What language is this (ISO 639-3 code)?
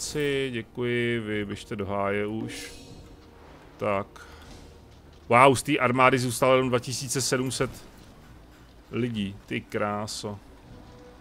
ces